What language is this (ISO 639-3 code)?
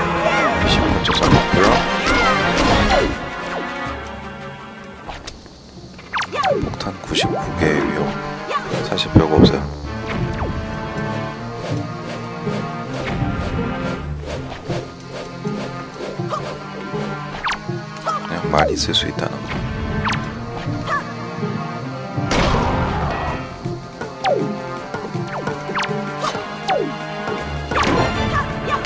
kor